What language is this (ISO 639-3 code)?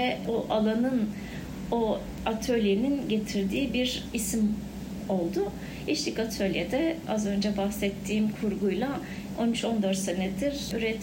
tur